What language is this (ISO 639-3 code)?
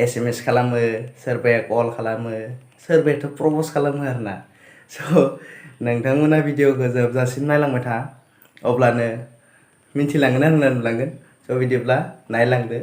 brx